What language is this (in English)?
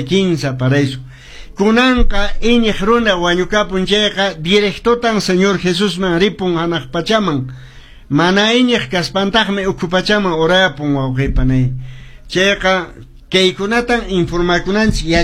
Quechua